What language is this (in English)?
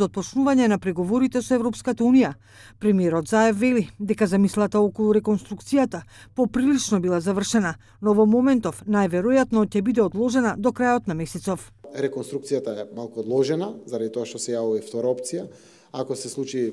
Macedonian